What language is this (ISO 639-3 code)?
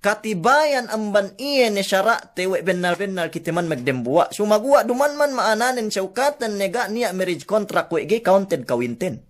yka